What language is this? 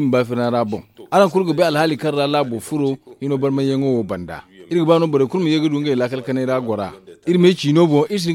Zarma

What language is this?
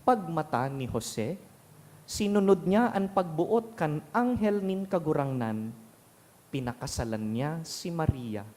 Bikol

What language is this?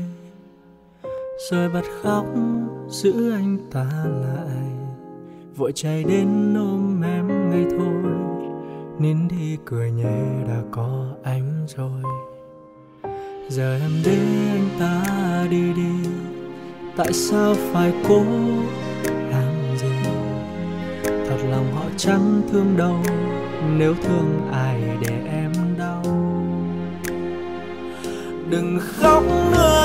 Vietnamese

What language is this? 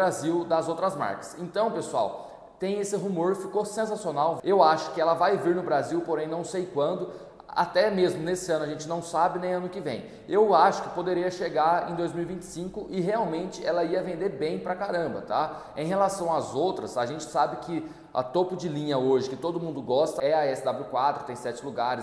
Portuguese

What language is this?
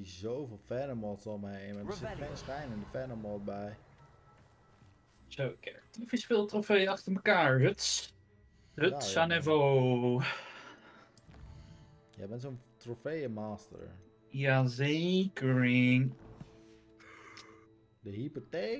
Dutch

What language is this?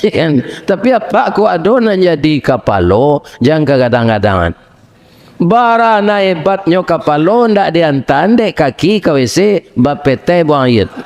Minangkabau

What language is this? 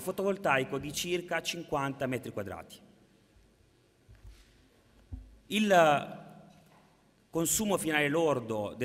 Italian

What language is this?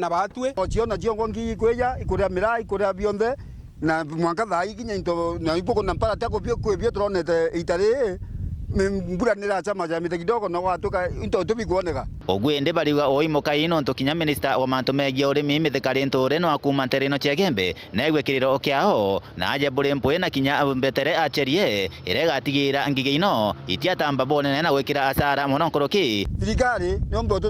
Meru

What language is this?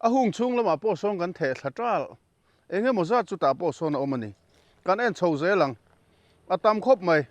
Mizo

